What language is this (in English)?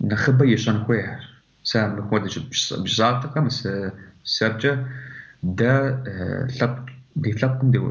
Kabardian